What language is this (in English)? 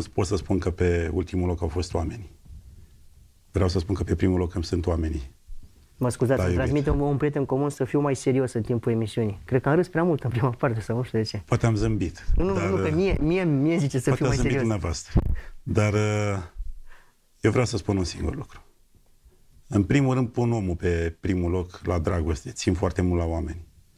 Romanian